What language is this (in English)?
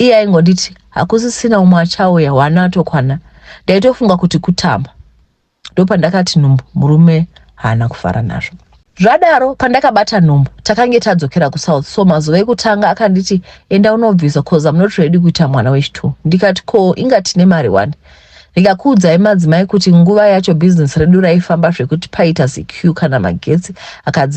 Shona